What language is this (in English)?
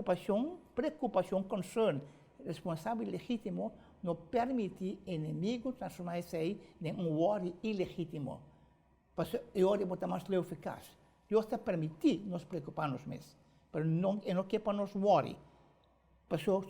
Papiamento